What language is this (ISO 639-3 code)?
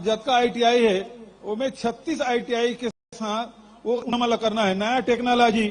hne